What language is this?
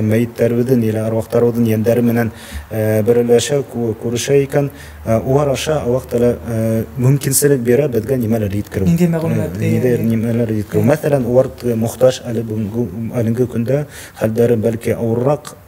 Bashkir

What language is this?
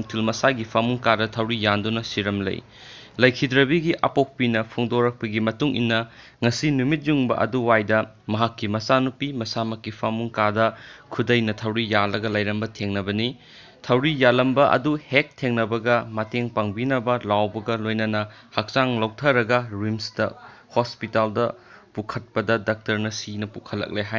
Manipuri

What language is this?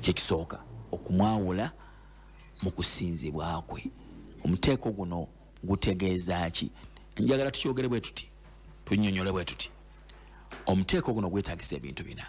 Ganda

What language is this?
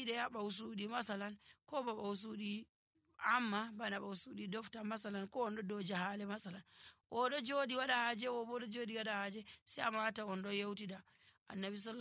Nigerian Fulfulde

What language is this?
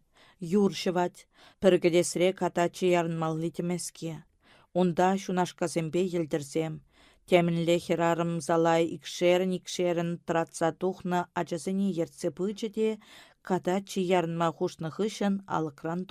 Chuvash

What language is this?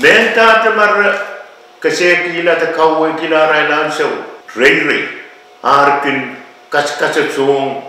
Pohnpeian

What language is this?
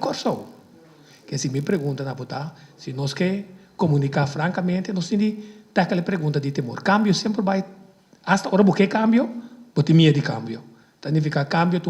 Papiamento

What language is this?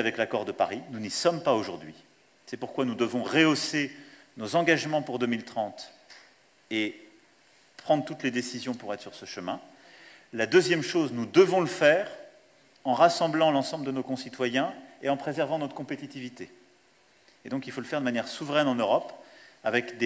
French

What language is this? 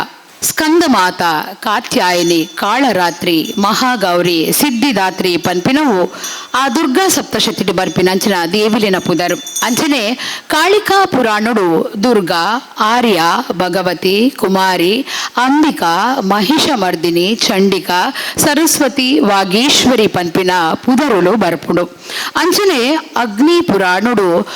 Tulu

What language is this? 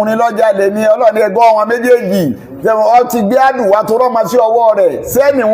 Yoruba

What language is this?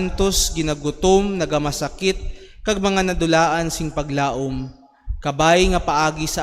Hiligaynon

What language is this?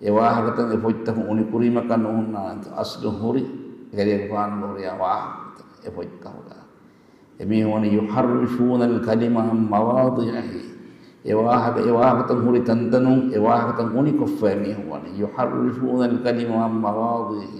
Divehi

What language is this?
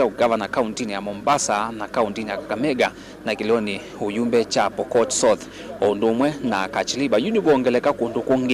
Kamba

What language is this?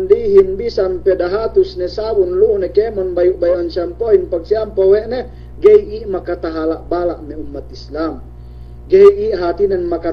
Yakan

